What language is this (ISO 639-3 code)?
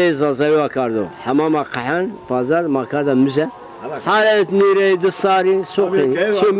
zza